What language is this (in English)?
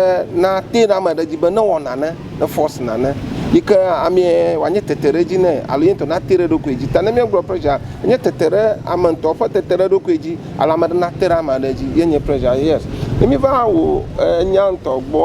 Ewe